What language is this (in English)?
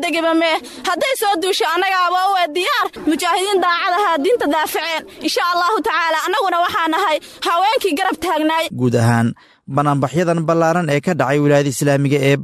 Somali